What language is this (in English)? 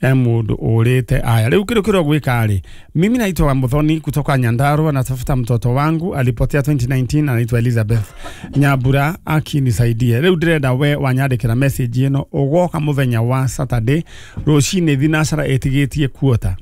Kikuyu